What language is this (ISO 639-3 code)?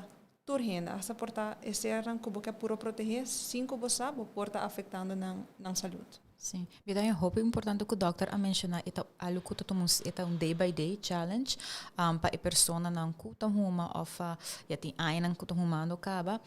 pap